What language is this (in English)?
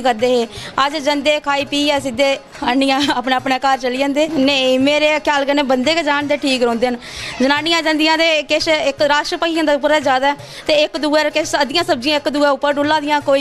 Dogri